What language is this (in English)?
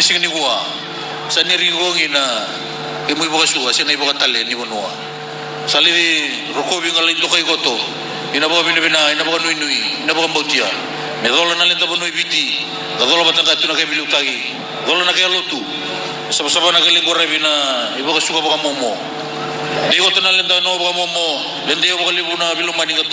Fijian